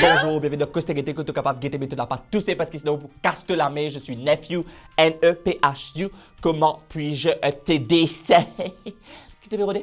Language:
Morisyen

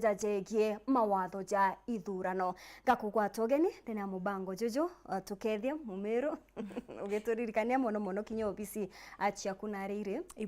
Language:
Meru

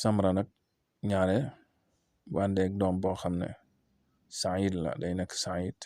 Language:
Wolof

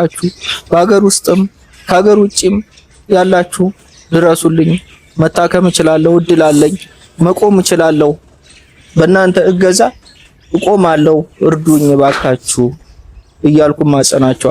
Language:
Amharic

